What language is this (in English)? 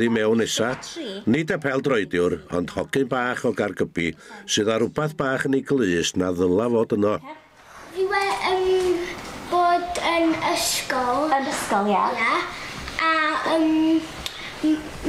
Welsh